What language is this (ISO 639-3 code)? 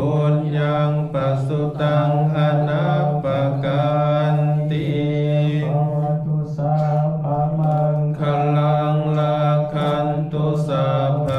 pli